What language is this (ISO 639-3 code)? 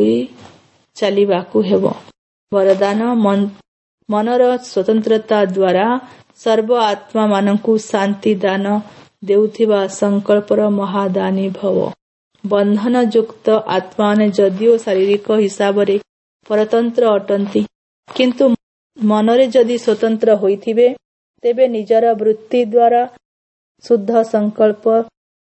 ori